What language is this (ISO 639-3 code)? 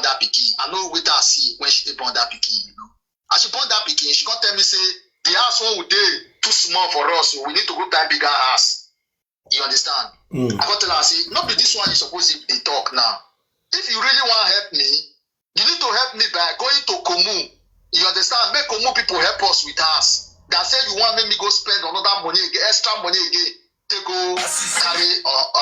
pcm